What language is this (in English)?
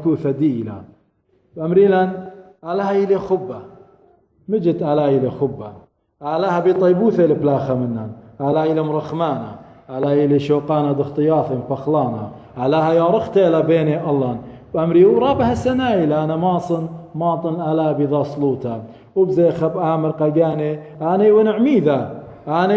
Assyrian Neo-Aramaic